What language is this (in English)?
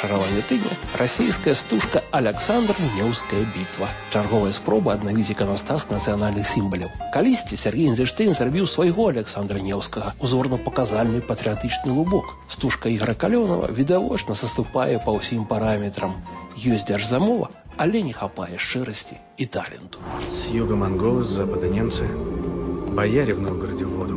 Belarusian